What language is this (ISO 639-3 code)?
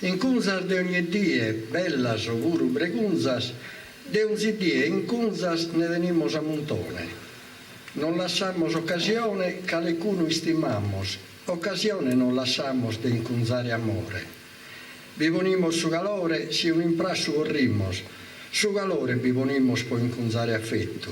srd